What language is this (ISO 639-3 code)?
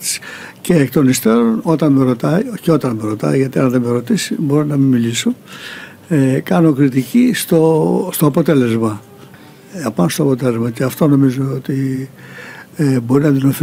ell